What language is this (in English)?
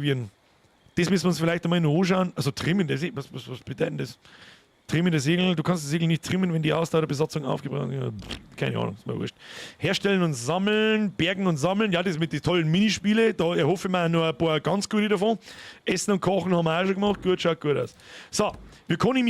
Bavarian